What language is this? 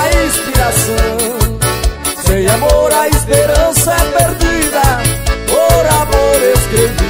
Portuguese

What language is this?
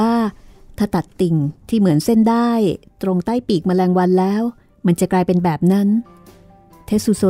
Thai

